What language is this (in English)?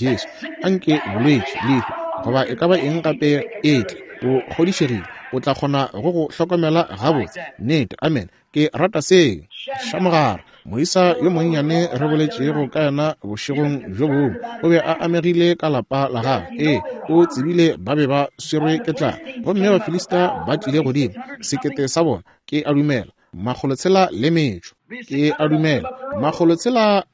Northern Sotho